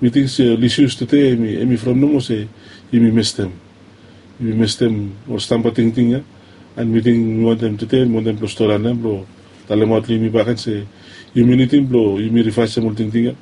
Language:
Bislama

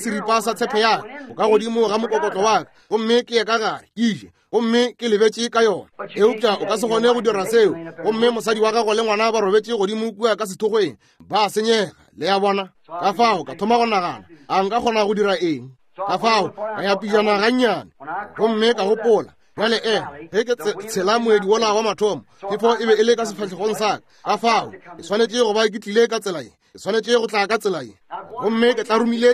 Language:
Northern Sotho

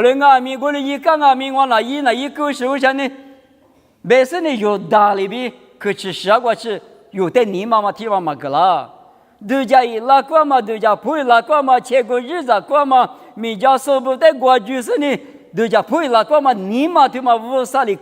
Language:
Lisu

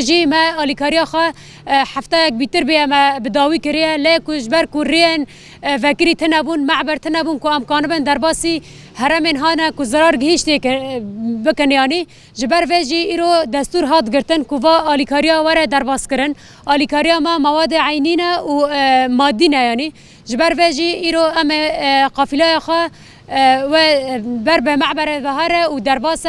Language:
Kurdish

